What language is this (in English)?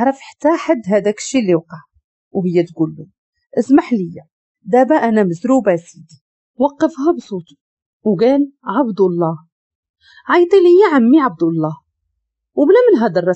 Moroccan Arabic